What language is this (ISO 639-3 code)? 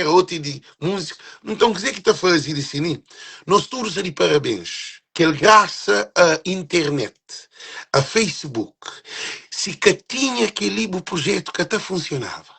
kea